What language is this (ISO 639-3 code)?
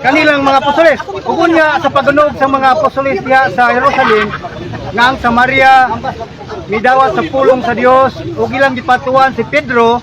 ceb